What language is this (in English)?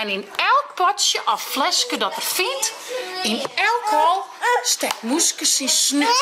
Western Frisian